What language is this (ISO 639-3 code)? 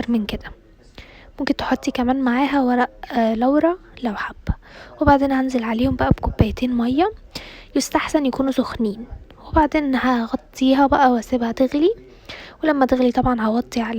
arz